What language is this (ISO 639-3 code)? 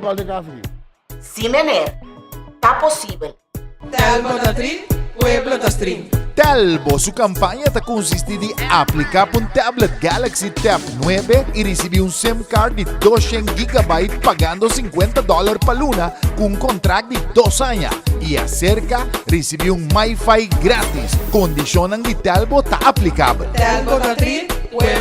pap